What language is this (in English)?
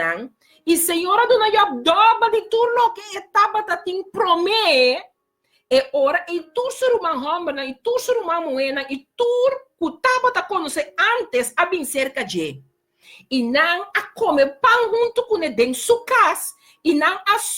Papiamento